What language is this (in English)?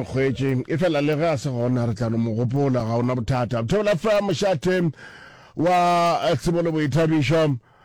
Northern Sotho